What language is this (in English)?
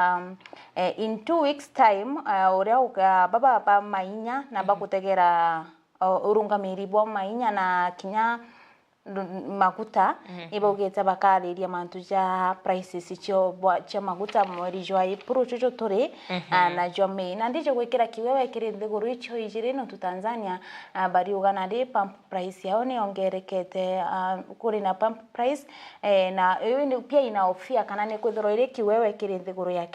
Meru